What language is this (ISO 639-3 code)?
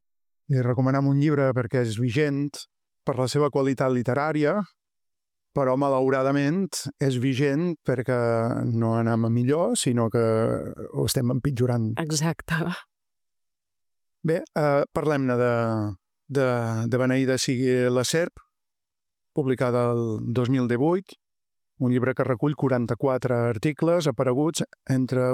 cat